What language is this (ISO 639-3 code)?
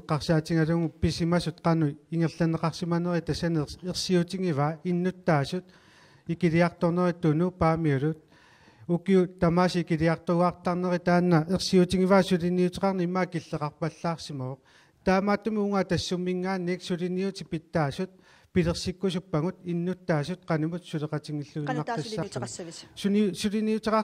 kal